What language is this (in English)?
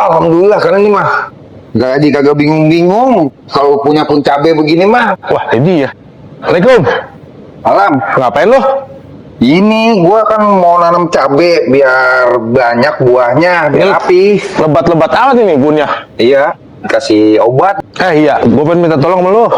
Betawi